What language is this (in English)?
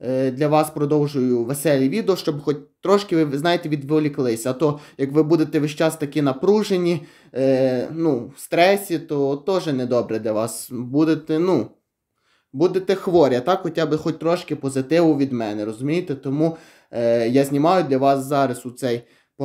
Ukrainian